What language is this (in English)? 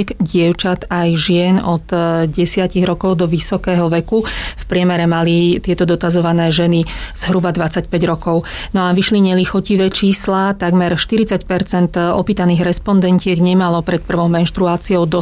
Slovak